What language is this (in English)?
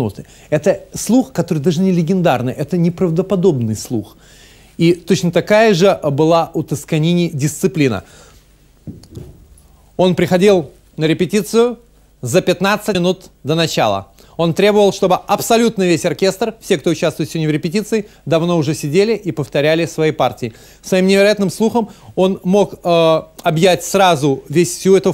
Russian